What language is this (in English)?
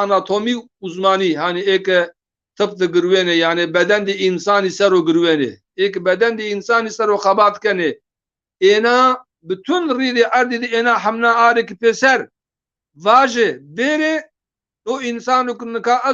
Zaza